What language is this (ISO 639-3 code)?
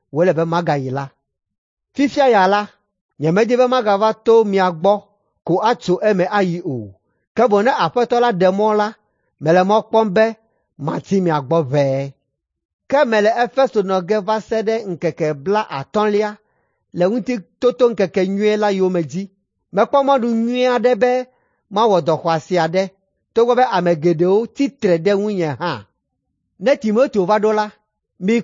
ewe